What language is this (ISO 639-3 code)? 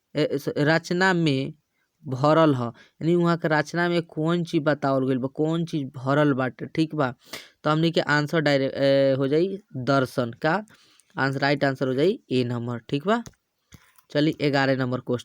bho